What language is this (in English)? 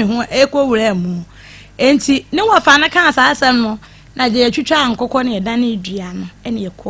Akan